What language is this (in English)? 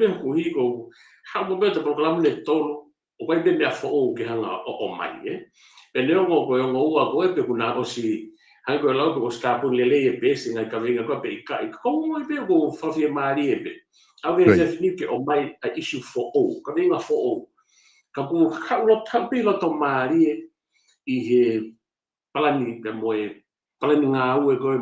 Tongan